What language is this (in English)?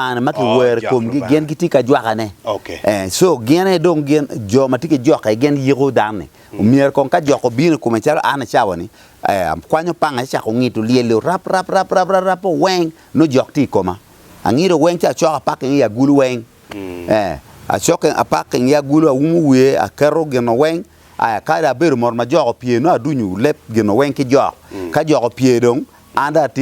Acoli